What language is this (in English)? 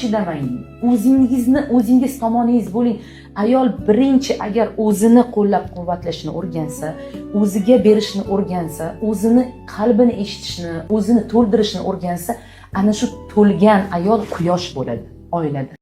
Uzbek